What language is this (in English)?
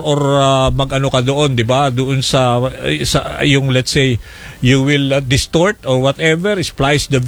Filipino